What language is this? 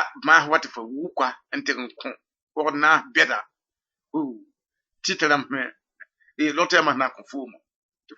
Mossi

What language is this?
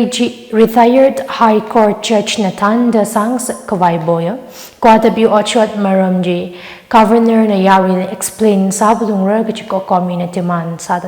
Tangkhul Naga (India)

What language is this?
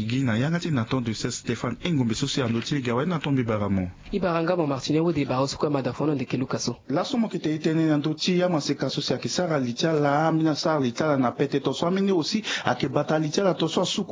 Sango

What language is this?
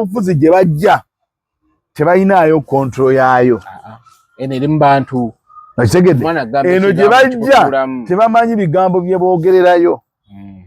Ganda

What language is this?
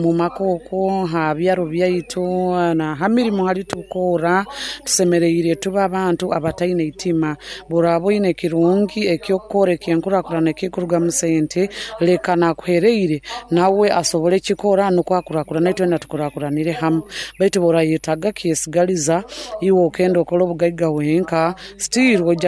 Nyoro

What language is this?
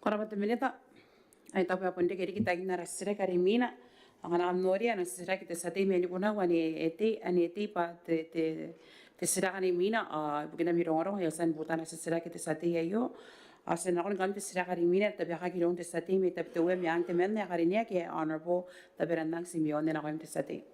Gilbertese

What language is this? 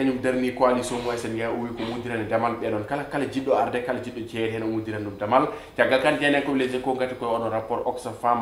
Fula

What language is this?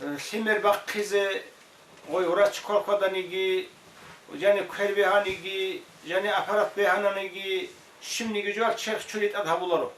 Avaric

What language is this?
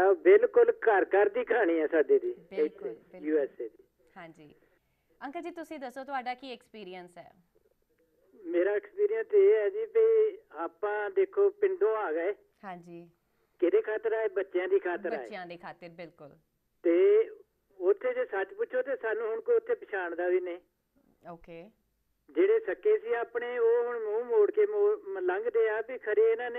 Punjabi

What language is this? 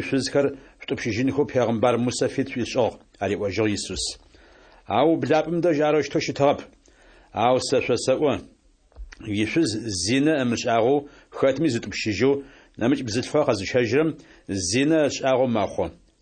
Adyghe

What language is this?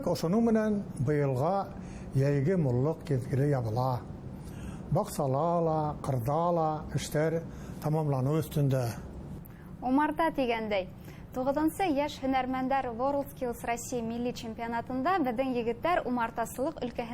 Bashkir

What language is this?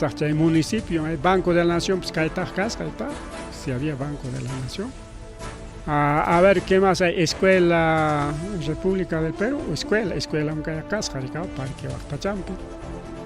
Ayacucho Quechua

